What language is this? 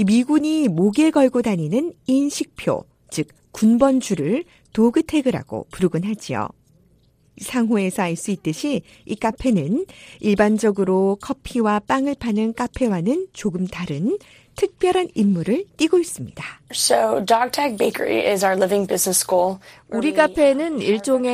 Korean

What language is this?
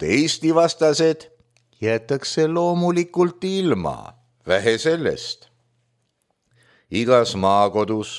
Estonian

